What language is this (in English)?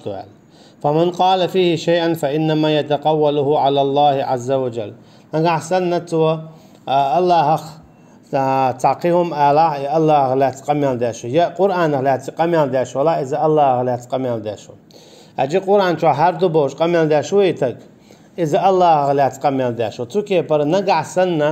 Chechen